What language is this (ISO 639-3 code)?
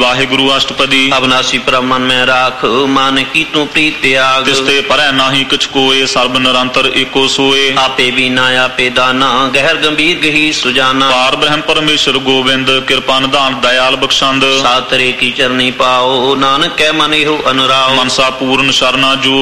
pan